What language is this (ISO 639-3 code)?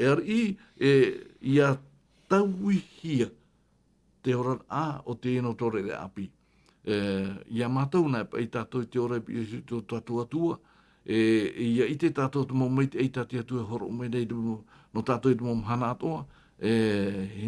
tah